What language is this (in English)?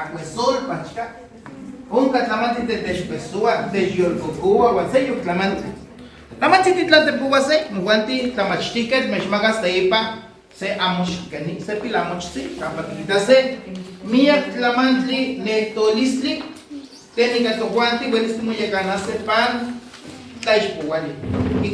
Nahuatl languages